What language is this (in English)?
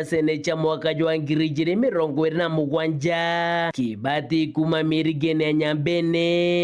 Meru